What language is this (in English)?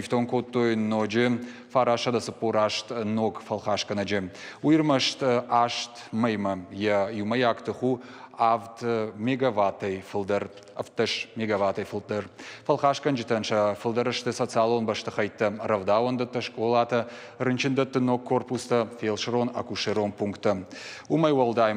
Ossetic